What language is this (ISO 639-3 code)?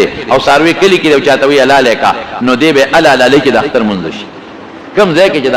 pus